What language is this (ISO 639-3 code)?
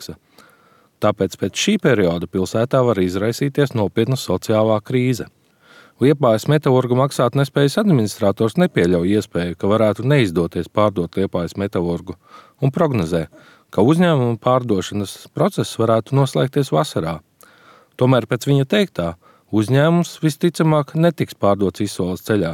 lav